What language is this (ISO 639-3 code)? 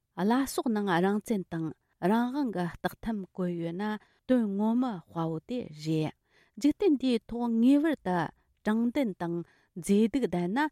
bod